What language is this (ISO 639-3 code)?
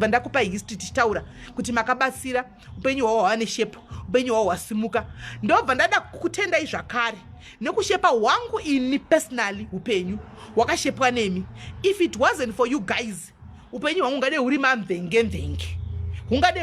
sna